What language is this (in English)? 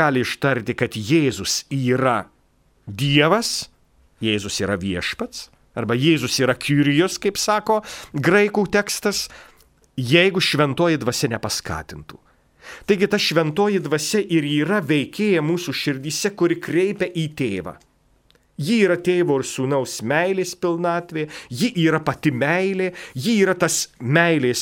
Lithuanian